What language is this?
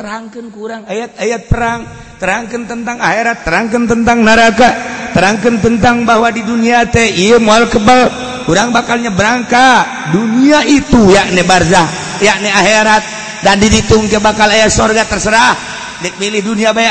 Sundanese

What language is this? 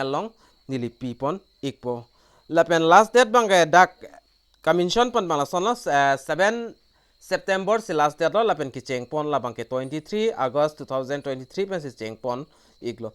Karbi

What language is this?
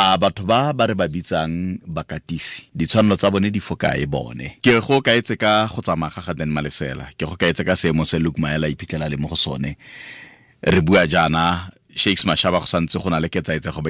Tswana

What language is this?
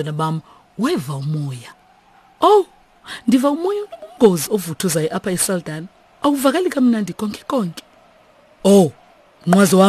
Xhosa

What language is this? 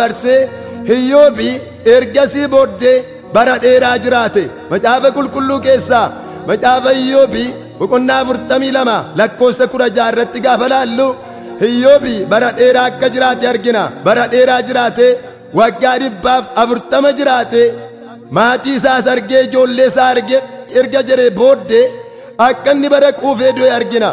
Oromo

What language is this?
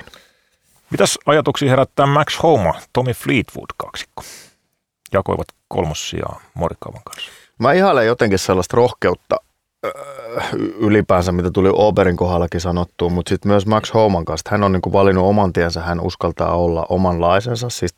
Finnish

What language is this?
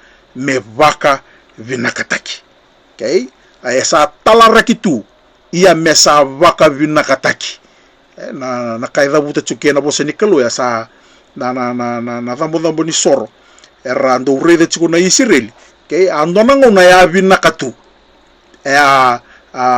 Fijian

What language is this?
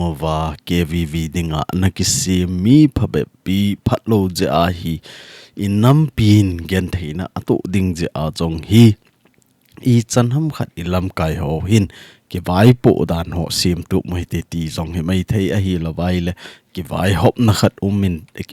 Thado Chin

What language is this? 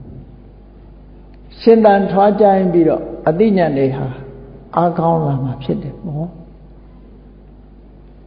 Burmese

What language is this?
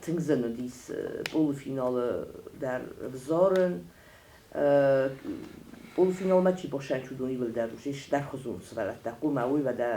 Ossetic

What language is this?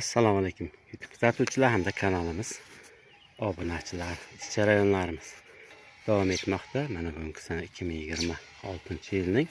Uzbek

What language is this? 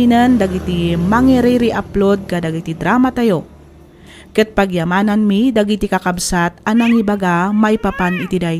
Iloko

